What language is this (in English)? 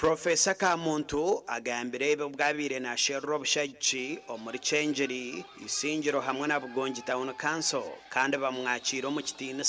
Nyankole